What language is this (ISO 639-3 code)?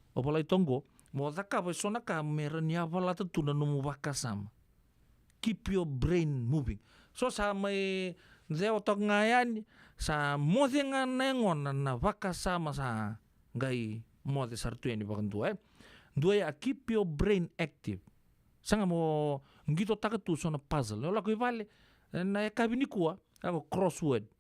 fij